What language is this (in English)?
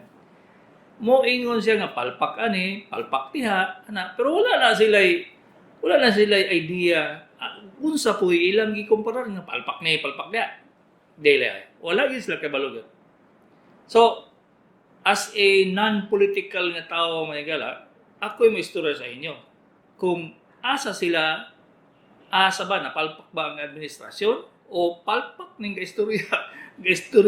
Cebuano